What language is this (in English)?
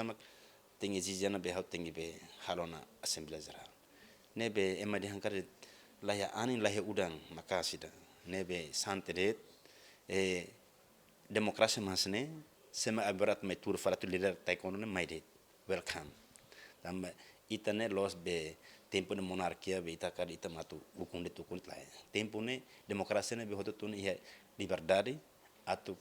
Tetum